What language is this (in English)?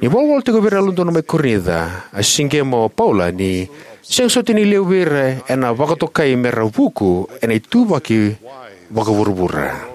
Fijian